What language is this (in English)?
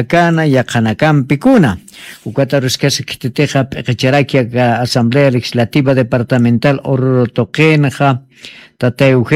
Aymara